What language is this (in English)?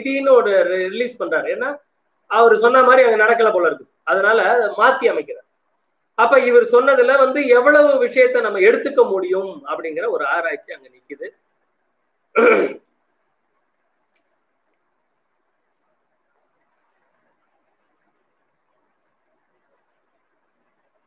Tamil